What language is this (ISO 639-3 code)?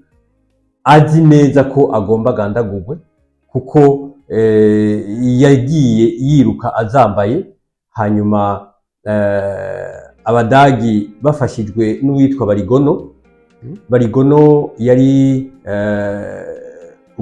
run